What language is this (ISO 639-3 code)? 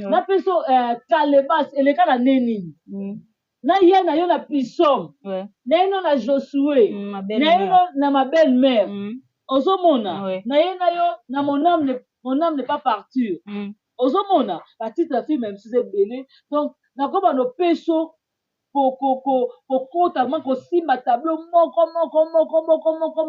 lin